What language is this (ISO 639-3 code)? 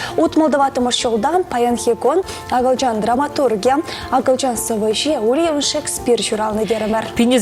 chv